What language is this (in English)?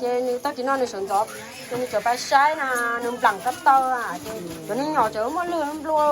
Hmong